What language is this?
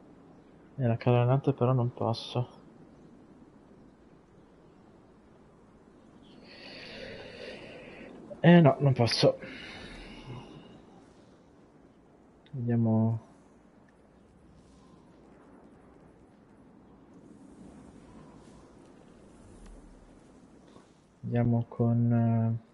Italian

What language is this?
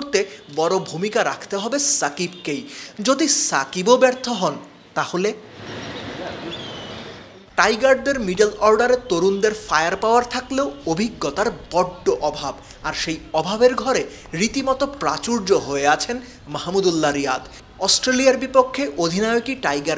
Bangla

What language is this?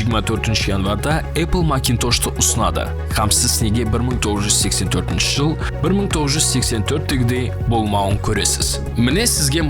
Kara-Kalpak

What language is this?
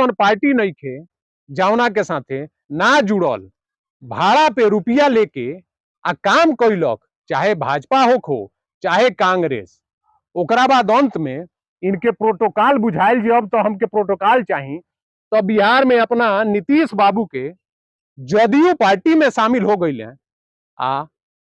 Bhojpuri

